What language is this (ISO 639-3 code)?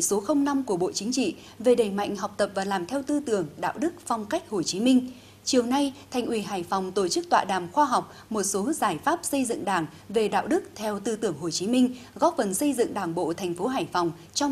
vie